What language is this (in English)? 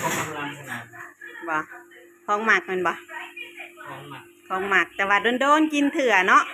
Northeastern Thai